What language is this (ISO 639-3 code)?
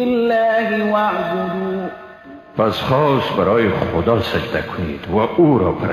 fas